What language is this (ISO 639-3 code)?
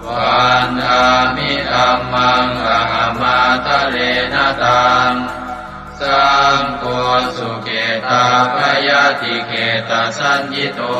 pli